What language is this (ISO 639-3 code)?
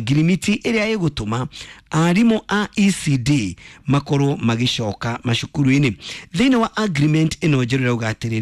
kik